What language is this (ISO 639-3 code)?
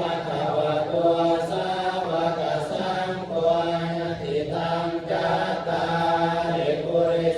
pli